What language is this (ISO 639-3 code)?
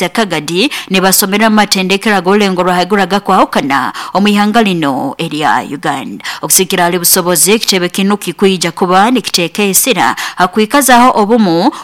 nyo